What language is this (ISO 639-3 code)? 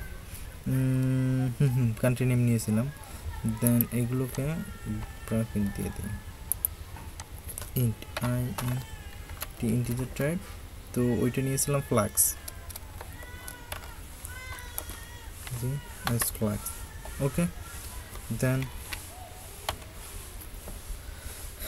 ben